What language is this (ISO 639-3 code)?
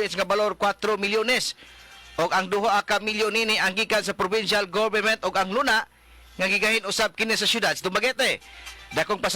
ceb